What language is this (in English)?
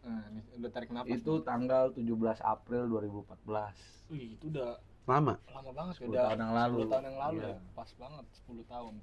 Betawi